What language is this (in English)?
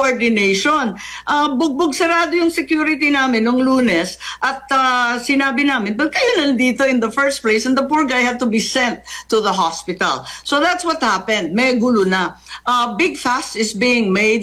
Filipino